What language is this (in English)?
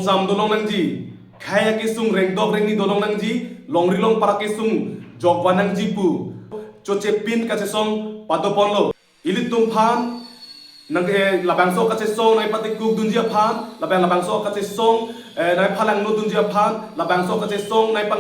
Karbi